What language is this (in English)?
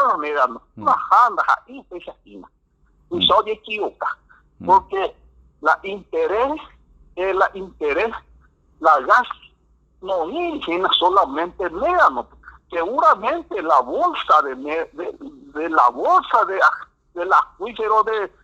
Guarani